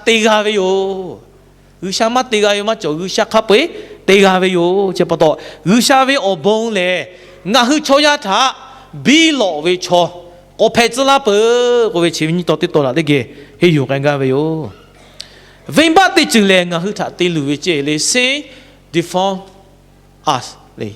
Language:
Lahu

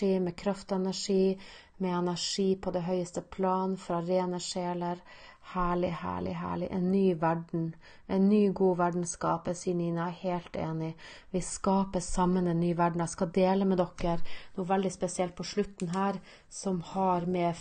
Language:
Norwegian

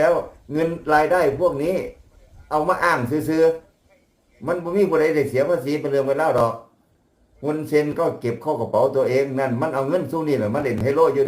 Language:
Northeastern Thai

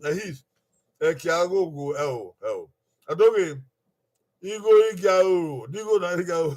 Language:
Bini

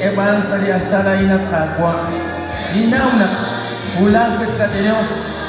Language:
Kekchí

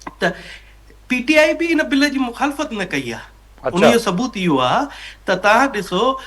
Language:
Sindhi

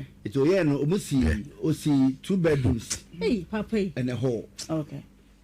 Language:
Akan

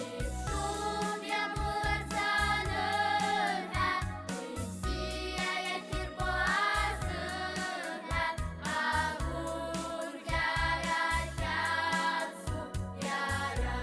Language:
Abkhazian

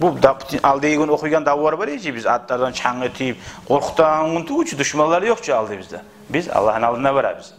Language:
Kumyk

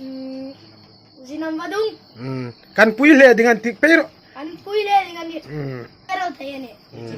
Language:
Hmar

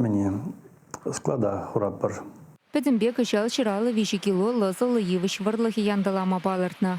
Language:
Chuvash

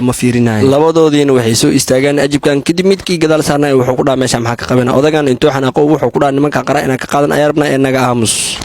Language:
Somali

